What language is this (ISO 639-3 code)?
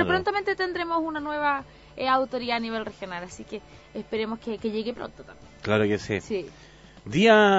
spa